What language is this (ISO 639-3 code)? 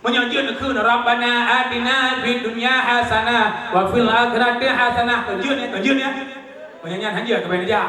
ace